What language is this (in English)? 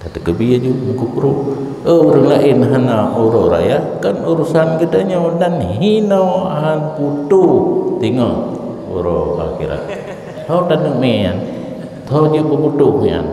Achinese